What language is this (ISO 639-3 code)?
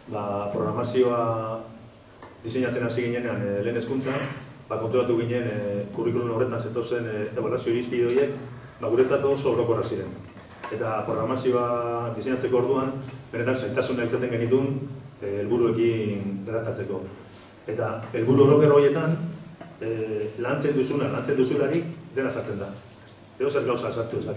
eus